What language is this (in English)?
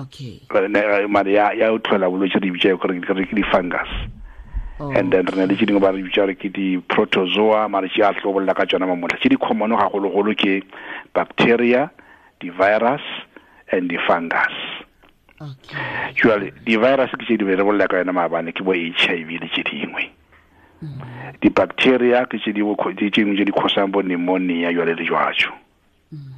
Tswana